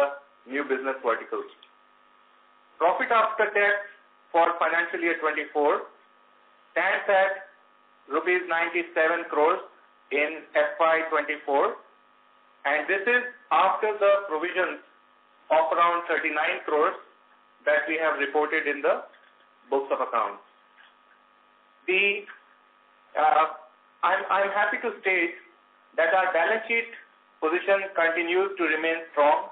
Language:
English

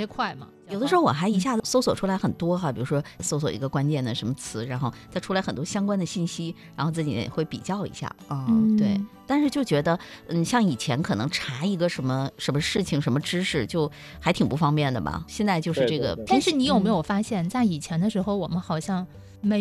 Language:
Chinese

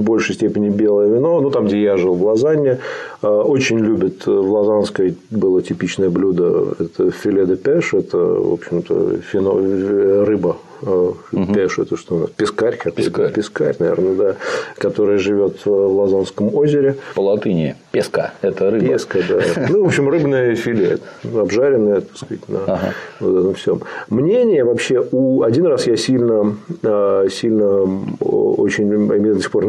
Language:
Russian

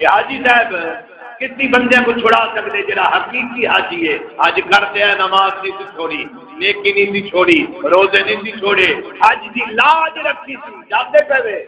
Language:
Saraiki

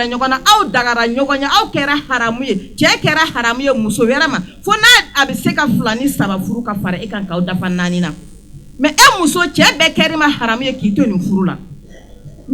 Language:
Bambara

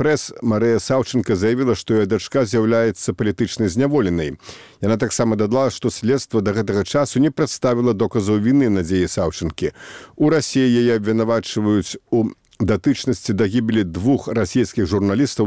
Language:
Belarusian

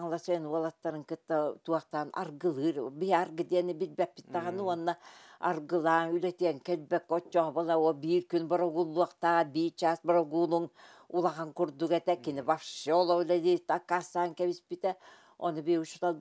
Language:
Yakut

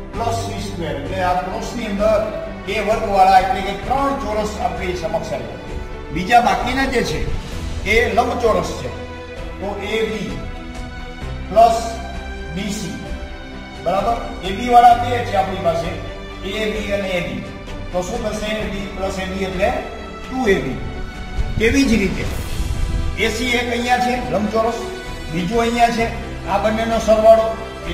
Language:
Gujarati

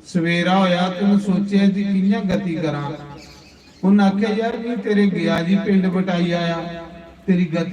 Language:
Dogri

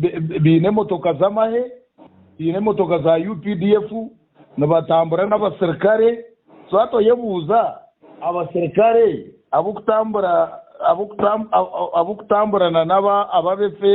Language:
Nyankole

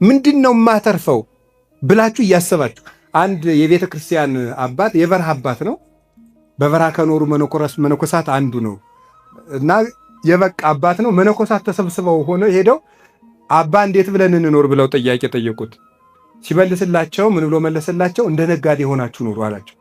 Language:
Amharic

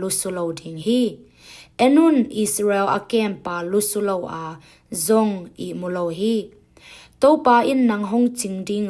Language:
Tedim Chin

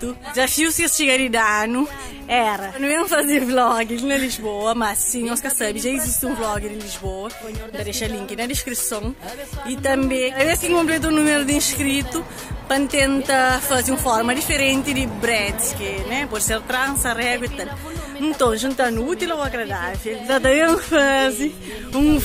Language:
Kabuverdianu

